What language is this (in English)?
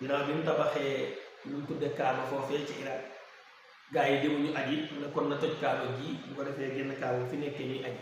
Wolof